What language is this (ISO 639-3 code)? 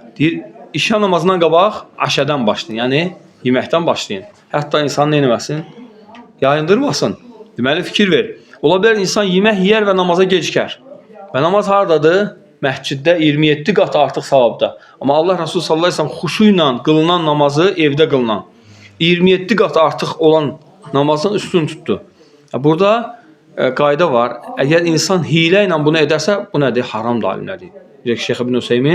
aze